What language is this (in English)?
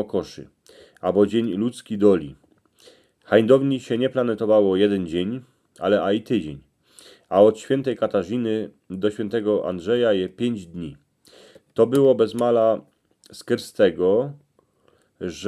Silesian